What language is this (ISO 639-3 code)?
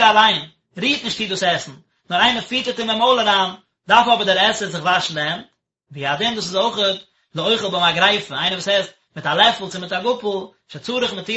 yid